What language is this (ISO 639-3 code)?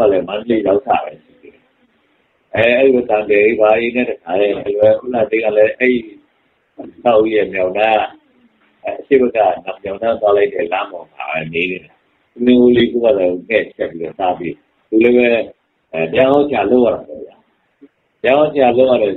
mya